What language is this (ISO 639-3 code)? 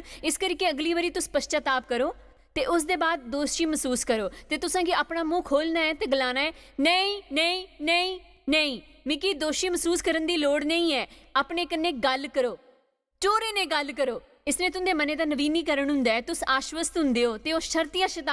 doi